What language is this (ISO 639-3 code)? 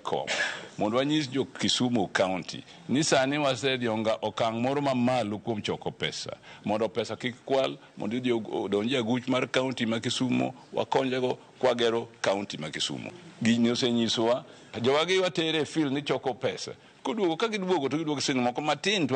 luo